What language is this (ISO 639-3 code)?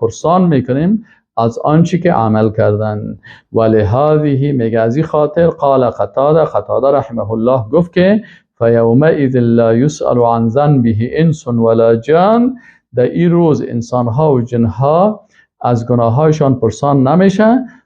fas